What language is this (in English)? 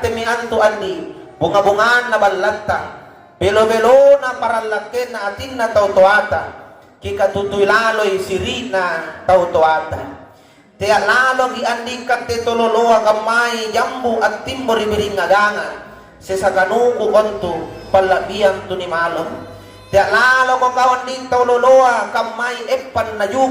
Makasar